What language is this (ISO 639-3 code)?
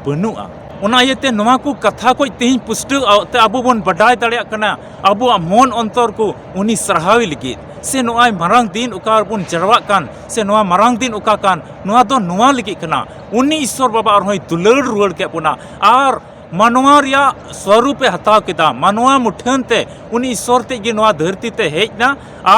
sat